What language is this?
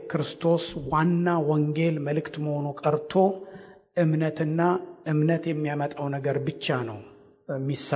Amharic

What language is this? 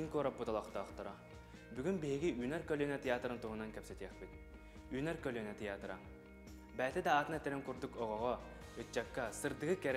Yakut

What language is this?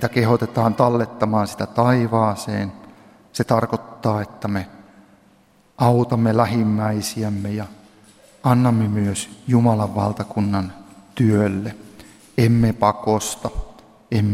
Finnish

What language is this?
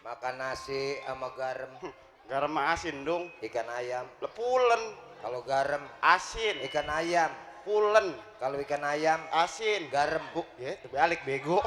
Betawi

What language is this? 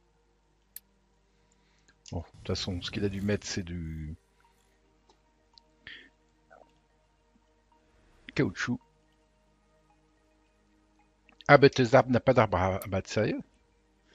French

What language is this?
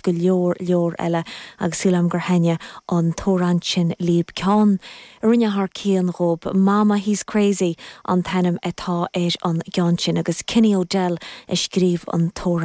Irish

